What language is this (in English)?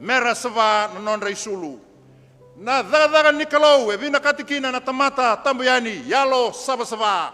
Fijian